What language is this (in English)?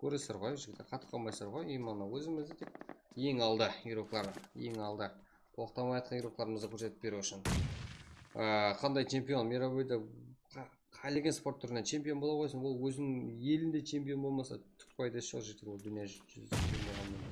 Kara-Kalpak